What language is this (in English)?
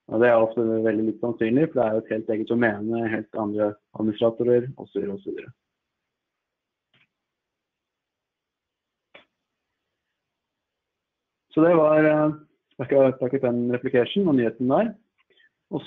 Norwegian